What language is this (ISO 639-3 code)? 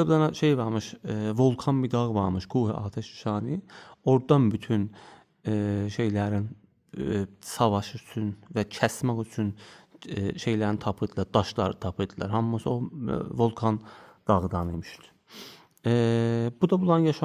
aze